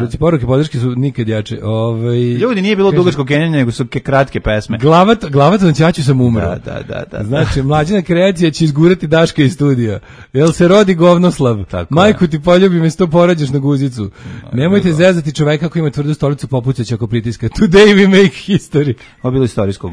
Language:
Serbian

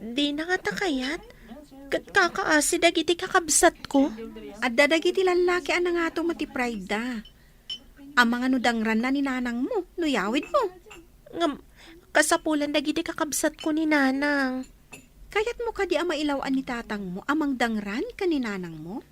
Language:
Iloko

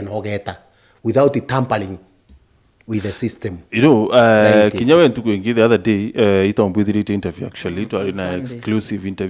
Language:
Meru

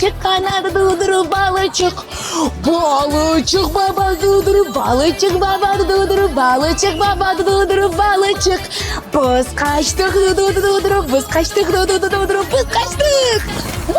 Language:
Crimean Tatar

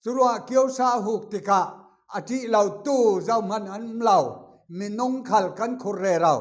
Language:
Falam Chin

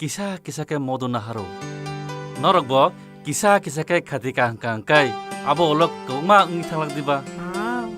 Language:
Kok Borok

